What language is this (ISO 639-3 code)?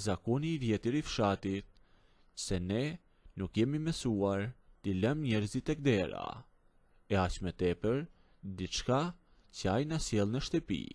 sqi